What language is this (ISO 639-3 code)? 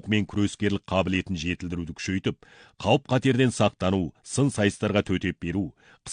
kaz